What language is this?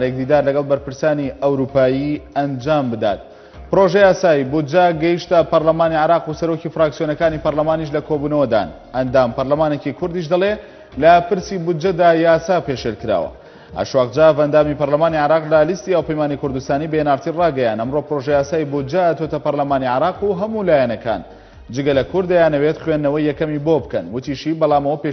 Central Kurdish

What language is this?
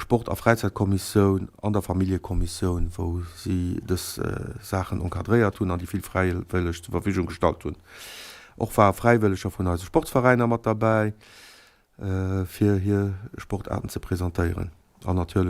Luxembourgish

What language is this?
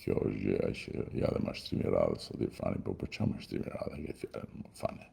Albanian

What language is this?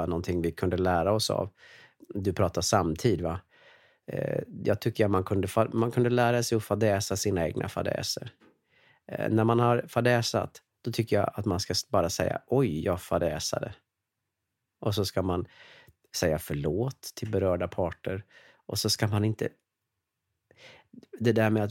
Swedish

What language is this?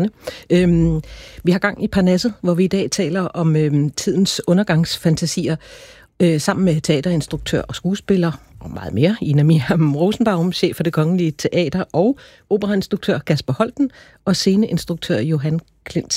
Danish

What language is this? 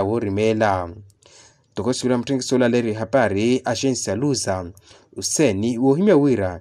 Makhuwa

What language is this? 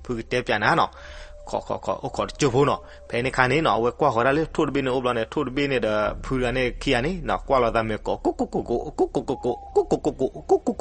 S'gaw Karen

